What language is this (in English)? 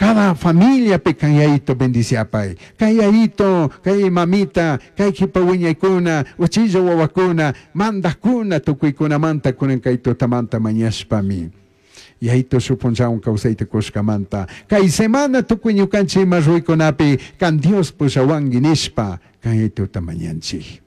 Chimborazo Highland Quichua